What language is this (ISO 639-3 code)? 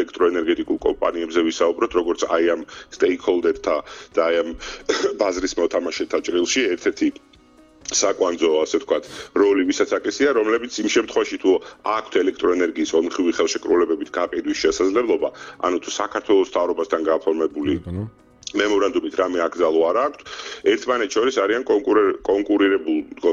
kat